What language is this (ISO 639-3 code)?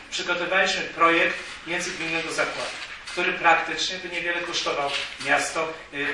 pol